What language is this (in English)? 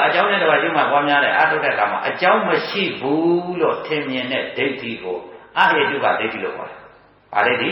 Burmese